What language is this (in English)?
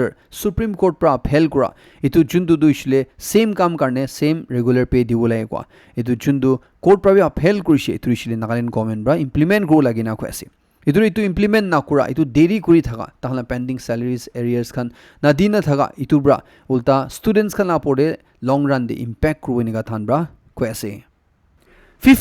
Naga Pidgin